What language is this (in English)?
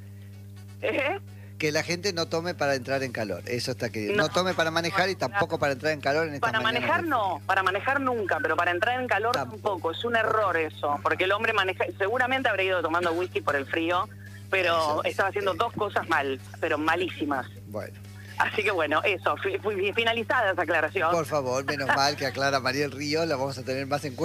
Spanish